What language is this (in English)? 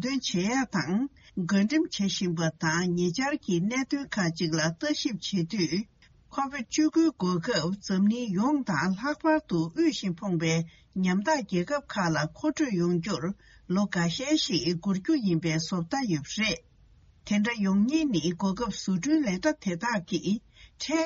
Tibetan